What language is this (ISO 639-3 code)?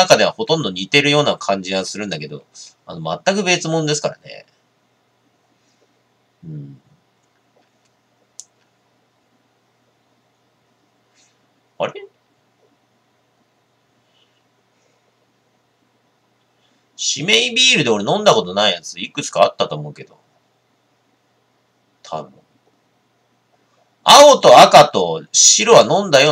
jpn